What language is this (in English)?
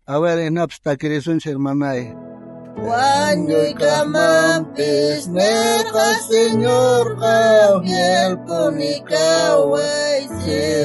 South Bolivian Quechua